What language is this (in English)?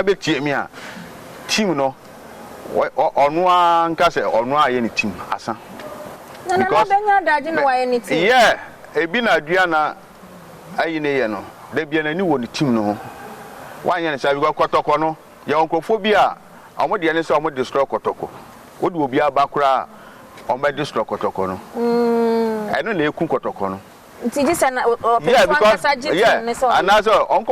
Akan